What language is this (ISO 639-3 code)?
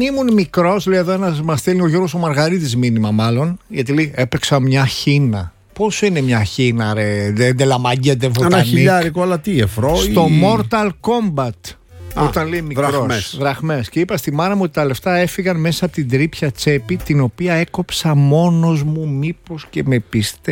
ell